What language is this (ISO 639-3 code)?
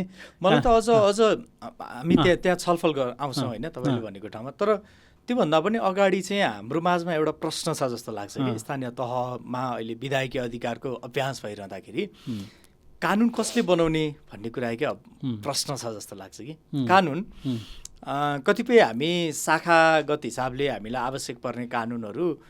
nep